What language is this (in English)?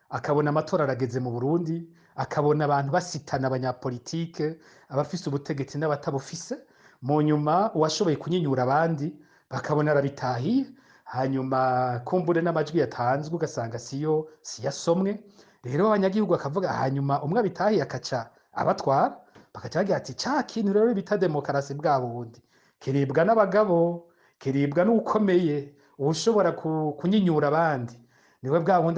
Rundi